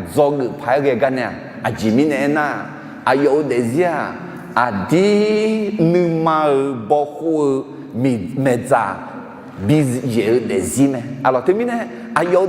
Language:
Akha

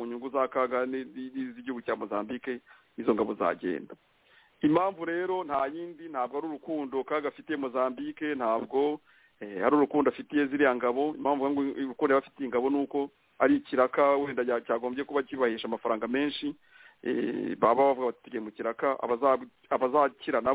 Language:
Kinyarwanda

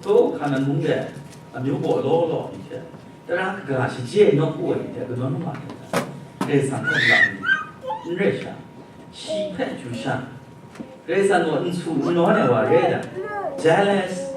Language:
Kachin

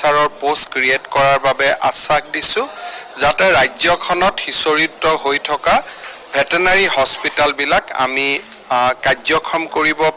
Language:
Assamese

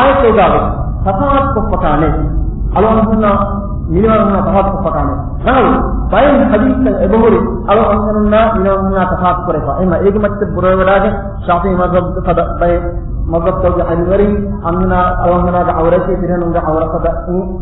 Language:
Divehi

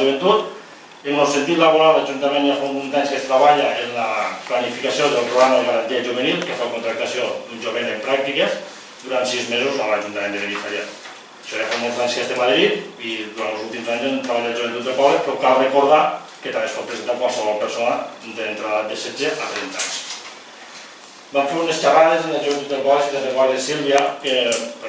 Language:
Catalan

